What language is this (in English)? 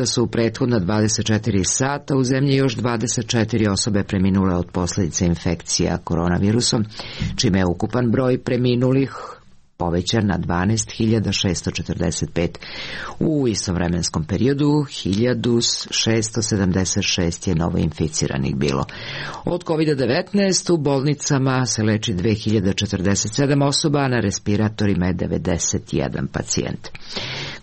Serbian